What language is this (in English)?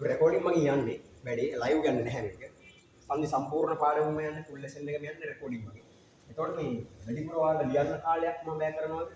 Sinhala